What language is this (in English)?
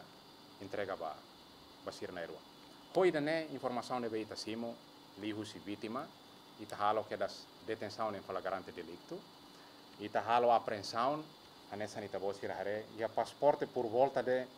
Tetum